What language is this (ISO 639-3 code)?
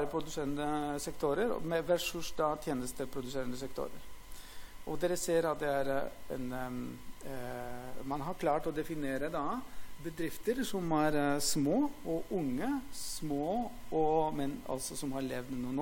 nor